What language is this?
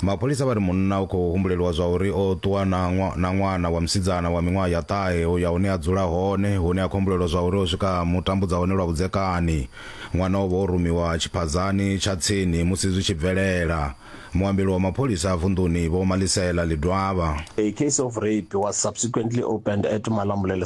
Venda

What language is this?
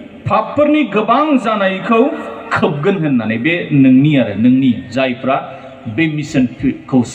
Bodo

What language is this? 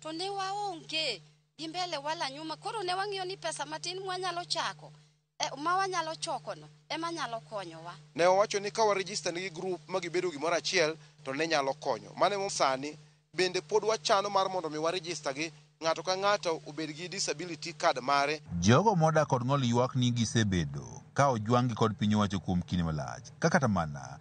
Luo (Kenya and Tanzania)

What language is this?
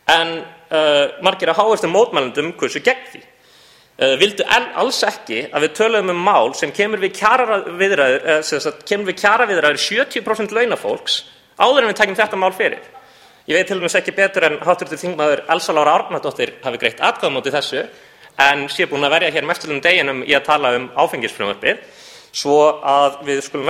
Icelandic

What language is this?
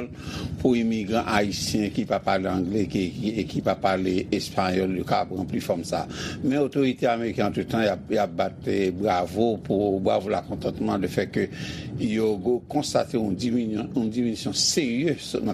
Haitian Creole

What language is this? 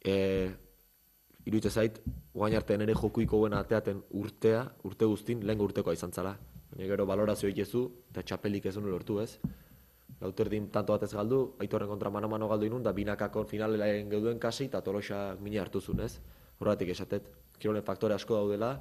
Basque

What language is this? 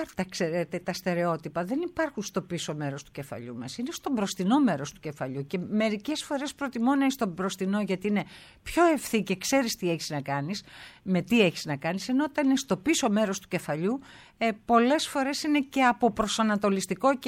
Greek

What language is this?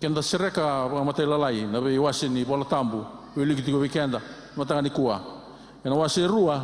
Fijian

